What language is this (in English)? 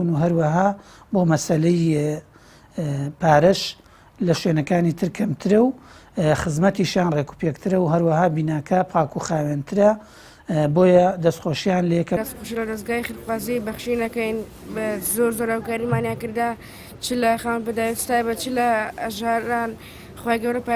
Central Kurdish